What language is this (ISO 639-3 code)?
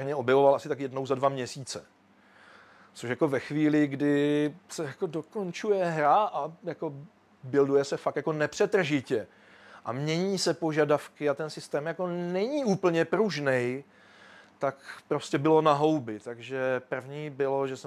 ces